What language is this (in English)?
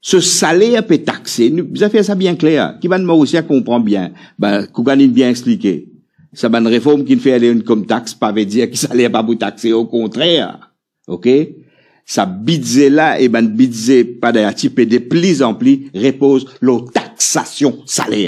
Morisyen